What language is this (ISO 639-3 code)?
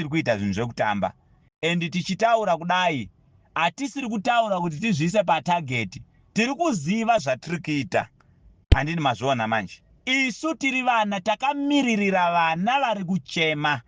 sna